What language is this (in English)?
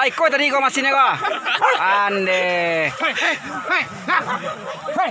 Minangkabau